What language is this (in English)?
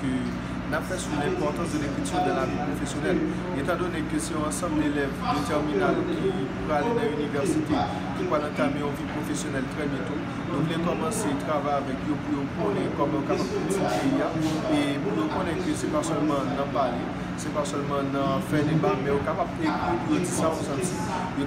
Haitian Creole